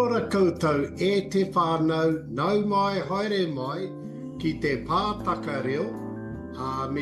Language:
Māori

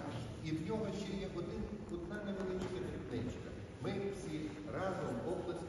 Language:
Ukrainian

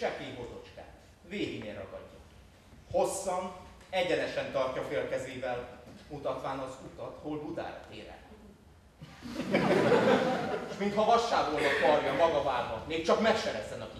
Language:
Hungarian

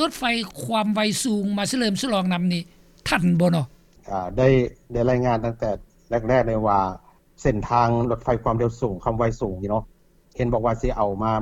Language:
Lao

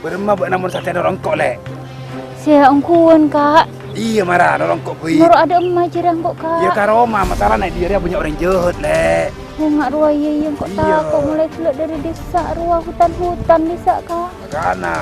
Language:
Madurese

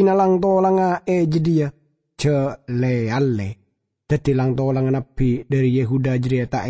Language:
Madurese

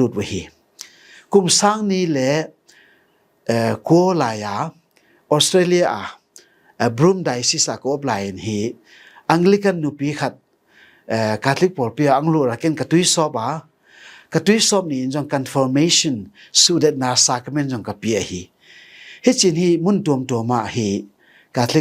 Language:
Tedim Chin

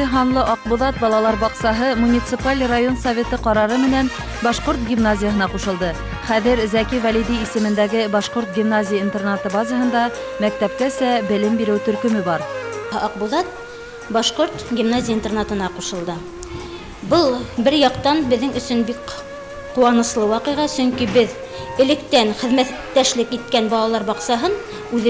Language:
Bashkir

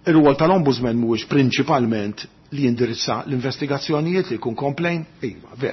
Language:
Maltese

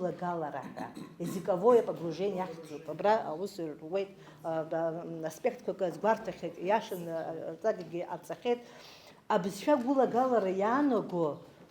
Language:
Abkhazian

